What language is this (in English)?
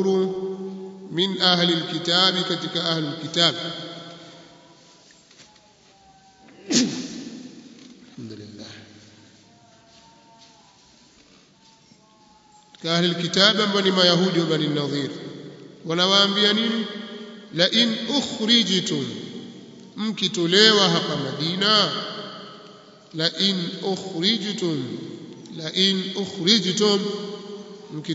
Swahili